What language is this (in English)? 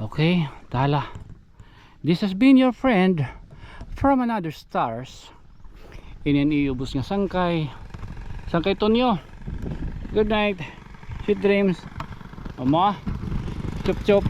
Waray